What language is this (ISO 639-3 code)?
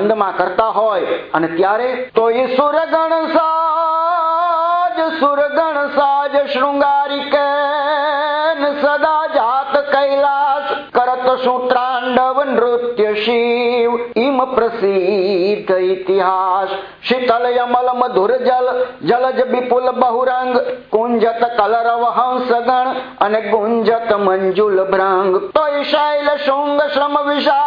guj